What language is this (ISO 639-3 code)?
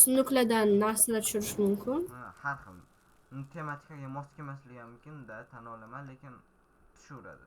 uzb